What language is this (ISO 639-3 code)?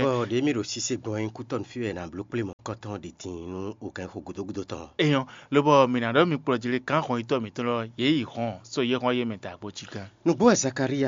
fon